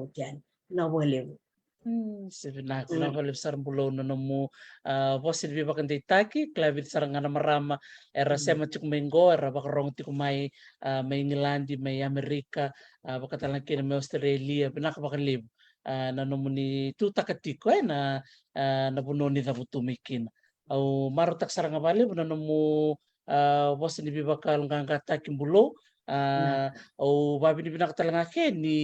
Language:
Fijian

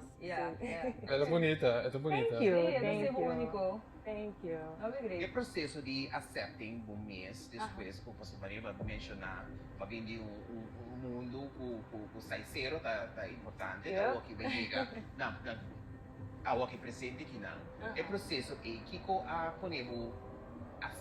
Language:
Papiamento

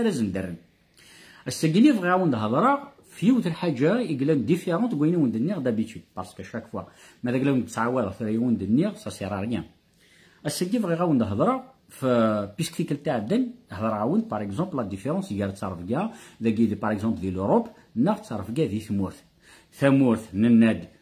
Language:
Kabyle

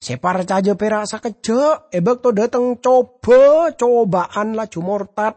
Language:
Madurese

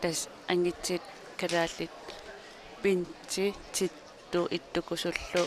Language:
Kalaallisut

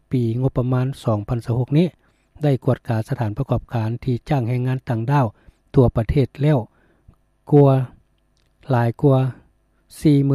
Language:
Lao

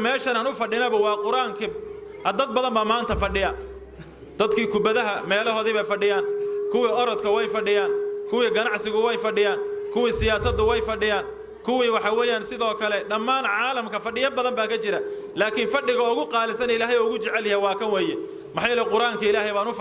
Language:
Somali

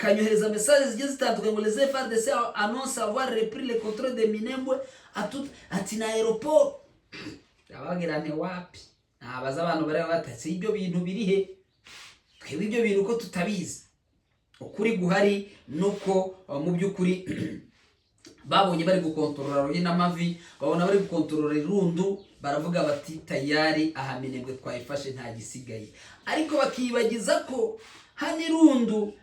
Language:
Kinyarwanda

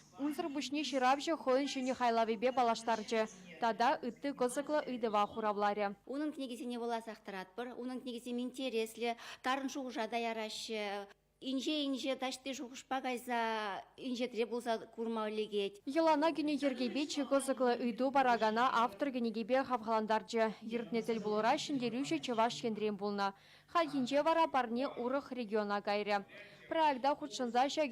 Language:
Chuvash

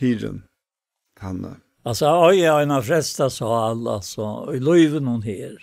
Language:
Faroese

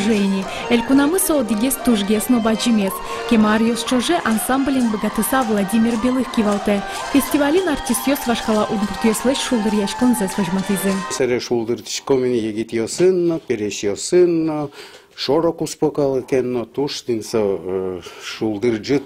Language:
Udmurt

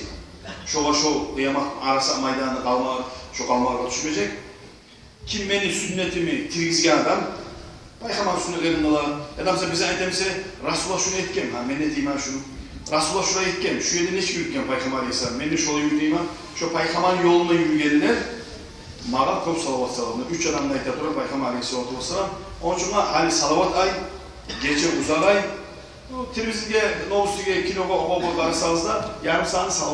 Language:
Kumyk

